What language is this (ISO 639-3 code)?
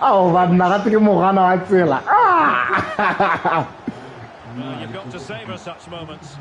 tsn